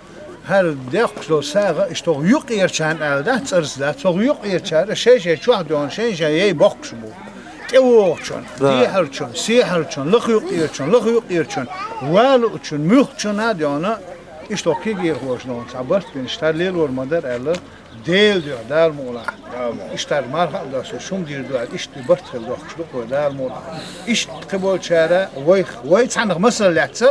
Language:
Chechen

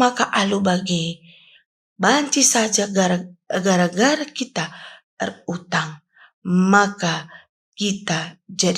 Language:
Batak Karo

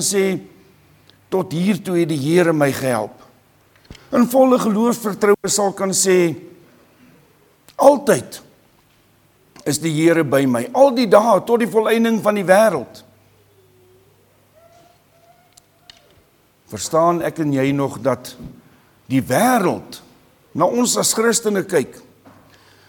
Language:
Afrikaans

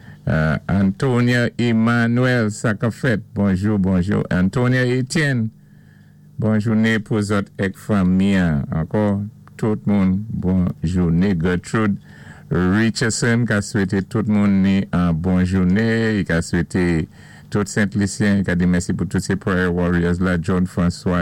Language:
Saint Lucian Creole French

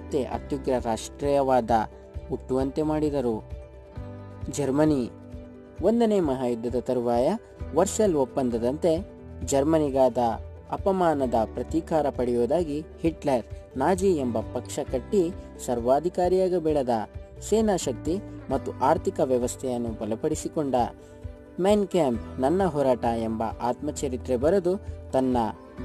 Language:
Kannada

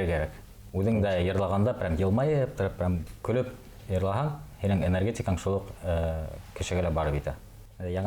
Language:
Bashkir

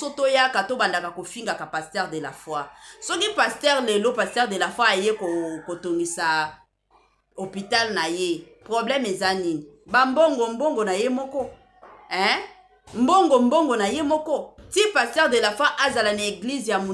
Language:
Lingala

